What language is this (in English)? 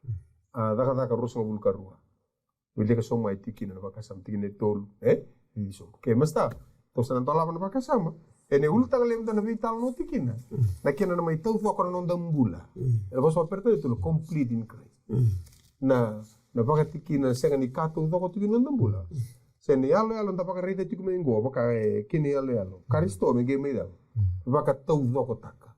Fijian